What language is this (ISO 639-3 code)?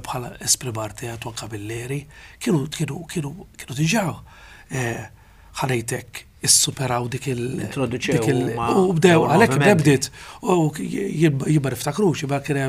mlt